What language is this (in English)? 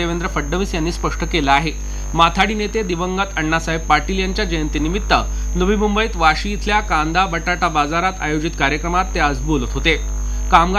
Marathi